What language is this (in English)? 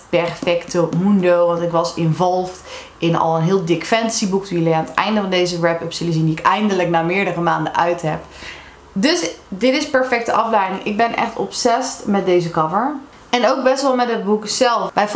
Dutch